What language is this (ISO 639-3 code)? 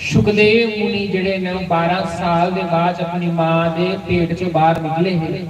doi